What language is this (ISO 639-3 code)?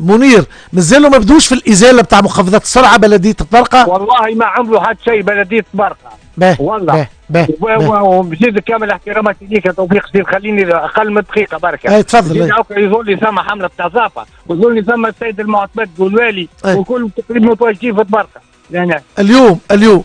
aeb